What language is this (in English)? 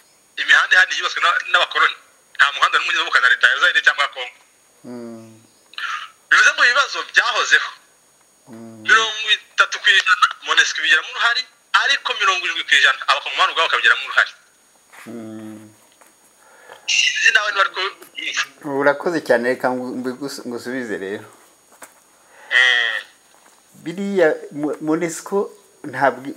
Kinyarwanda